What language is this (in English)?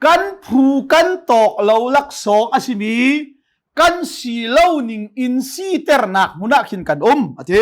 Hakha Chin